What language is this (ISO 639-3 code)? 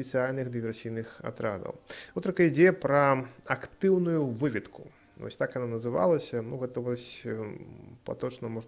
bel